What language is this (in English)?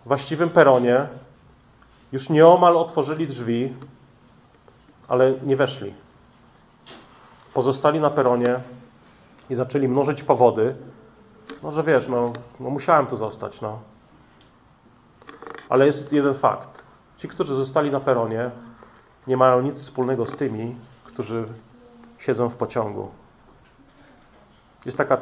Polish